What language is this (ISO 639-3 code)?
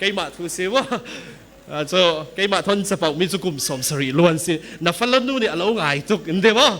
cfm